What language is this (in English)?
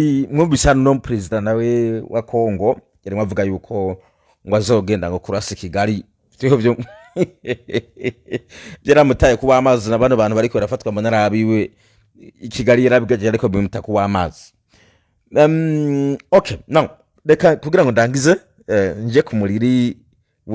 Rundi